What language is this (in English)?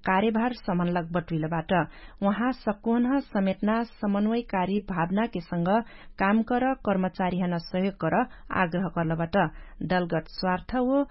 Dangaura Tharu